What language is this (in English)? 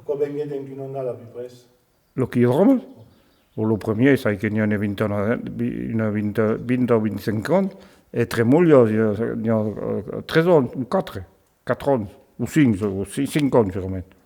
Occitan